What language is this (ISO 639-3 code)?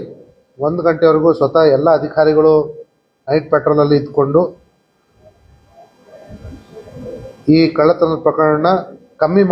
kan